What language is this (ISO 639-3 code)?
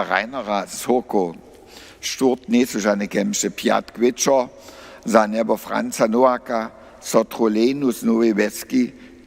hsb